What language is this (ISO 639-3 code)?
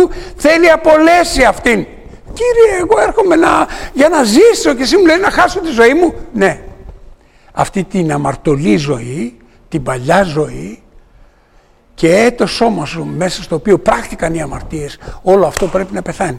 ell